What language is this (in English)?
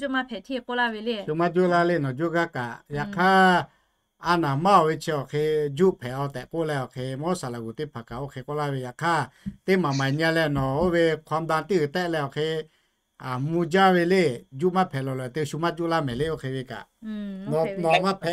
Lahu